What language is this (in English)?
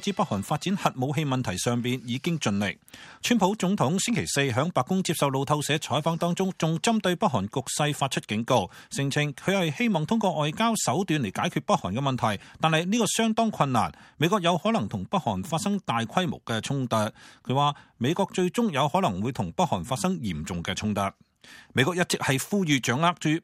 Cantonese